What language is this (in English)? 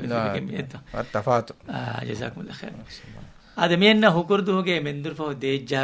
Divehi